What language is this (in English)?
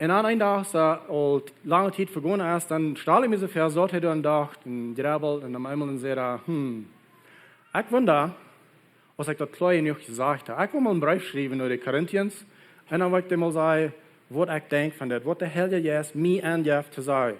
Plautdietsch